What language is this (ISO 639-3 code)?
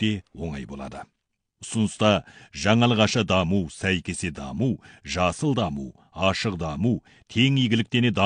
kaz